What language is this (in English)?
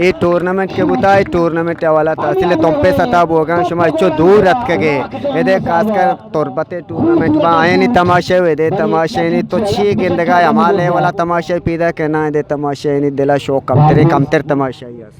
Eastern Balochi